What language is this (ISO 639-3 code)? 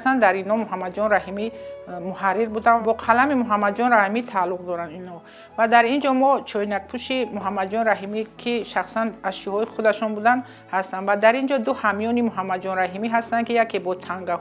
tgk